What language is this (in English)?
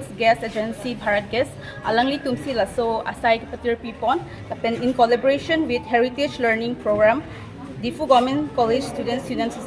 Karbi